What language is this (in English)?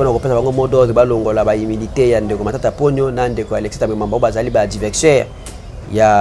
Lingala